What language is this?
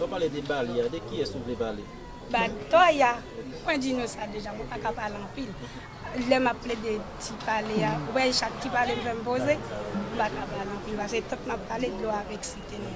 Haitian Creole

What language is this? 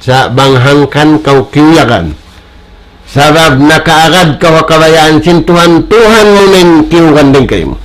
Tausug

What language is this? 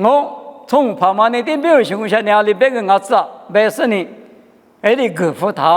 Lisu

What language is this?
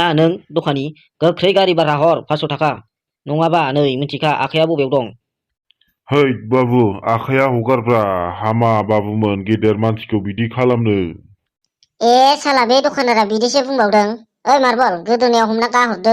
Bodo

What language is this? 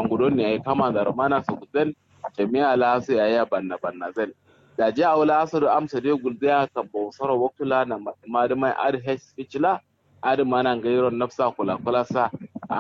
Kanuri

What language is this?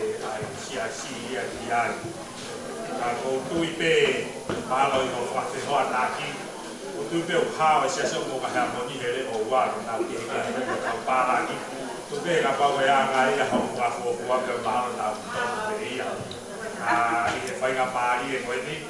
Tongan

